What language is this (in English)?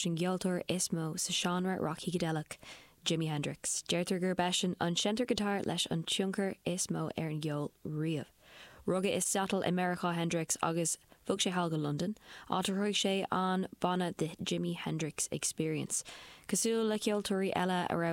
Irish